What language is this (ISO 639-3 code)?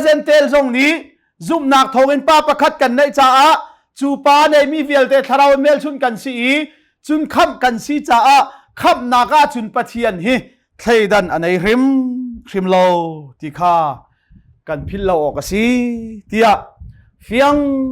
cnh